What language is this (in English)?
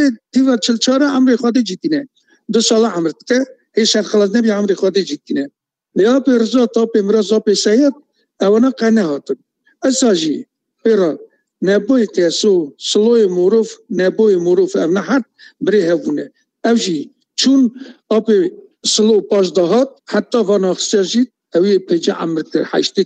Kurdish